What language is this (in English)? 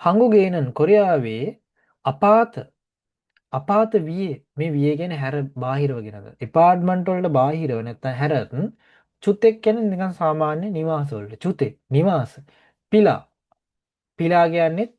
Sinhala